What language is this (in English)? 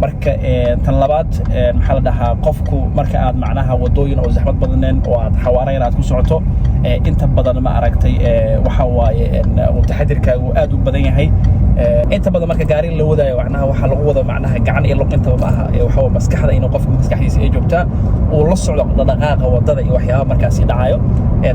Somali